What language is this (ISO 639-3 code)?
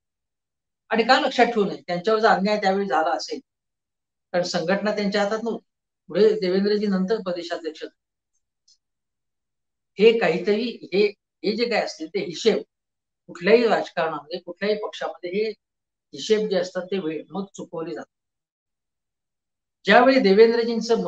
mar